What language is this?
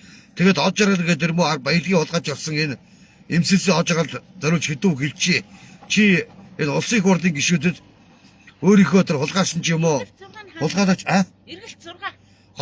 Mongolian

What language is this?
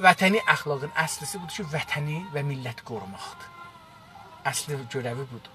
South Azerbaijani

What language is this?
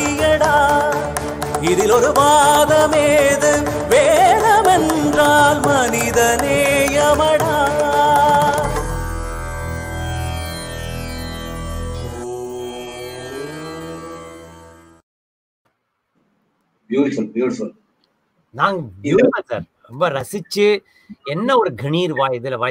Tamil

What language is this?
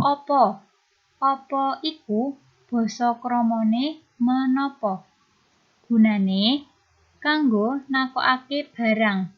Javanese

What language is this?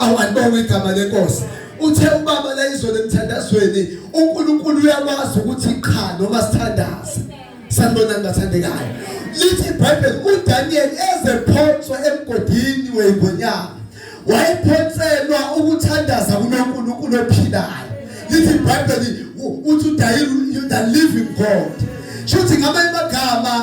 Zulu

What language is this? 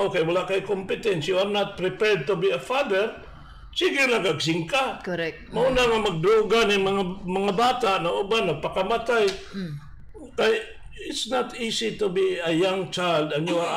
Cebuano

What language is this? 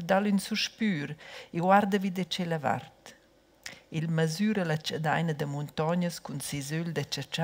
Romansh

